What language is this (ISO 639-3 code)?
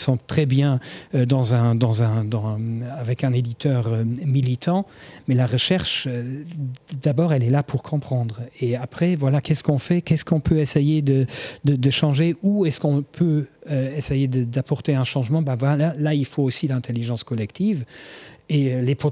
fra